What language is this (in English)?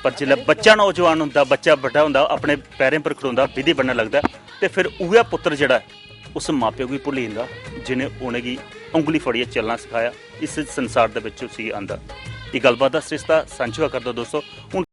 Dogri